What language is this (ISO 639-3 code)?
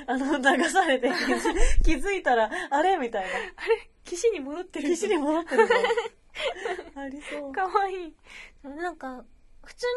jpn